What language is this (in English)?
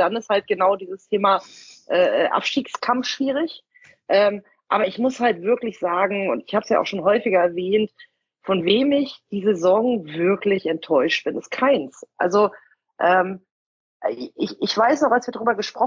German